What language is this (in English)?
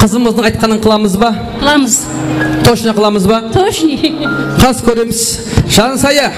Kara-Kalpak